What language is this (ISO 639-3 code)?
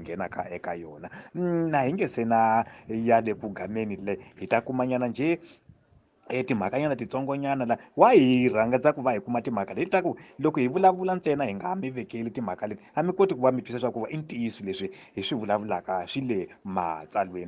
tso